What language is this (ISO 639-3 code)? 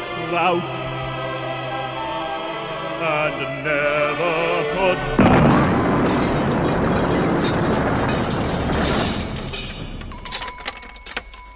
est